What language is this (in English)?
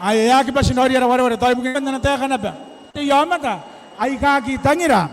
Gilbertese